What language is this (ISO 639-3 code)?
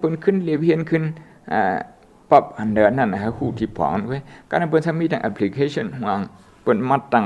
shn